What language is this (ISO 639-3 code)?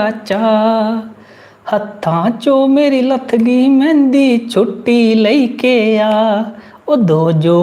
doi